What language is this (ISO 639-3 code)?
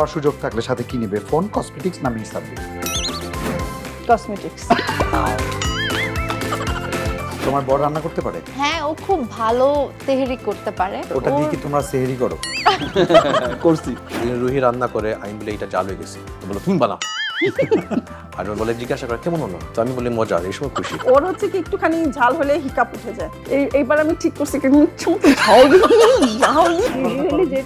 ben